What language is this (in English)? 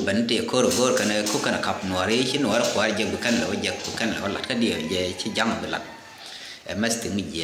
Nuer